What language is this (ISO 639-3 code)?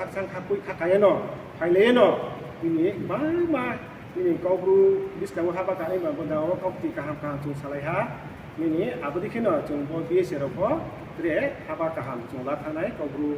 ria